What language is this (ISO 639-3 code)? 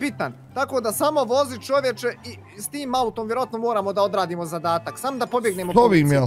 bos